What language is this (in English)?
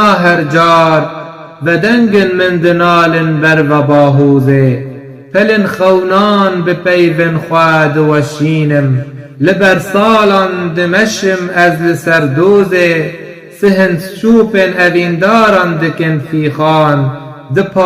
Kurdish